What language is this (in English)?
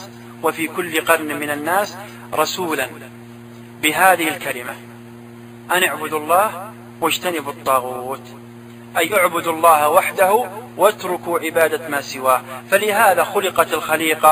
Arabic